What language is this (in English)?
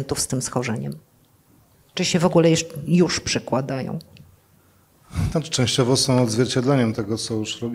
Polish